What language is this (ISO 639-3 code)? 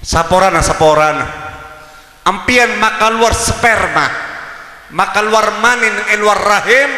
mad